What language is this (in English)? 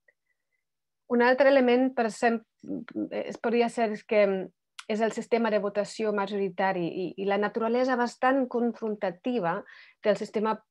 Catalan